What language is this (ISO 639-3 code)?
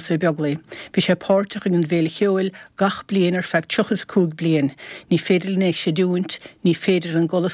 gle